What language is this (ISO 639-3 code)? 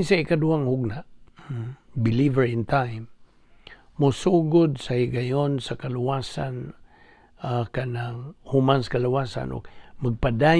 ceb